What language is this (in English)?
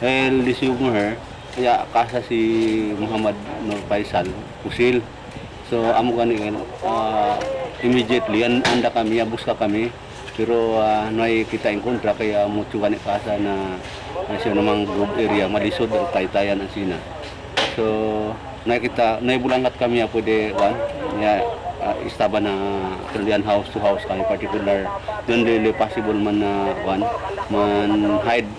Chavacano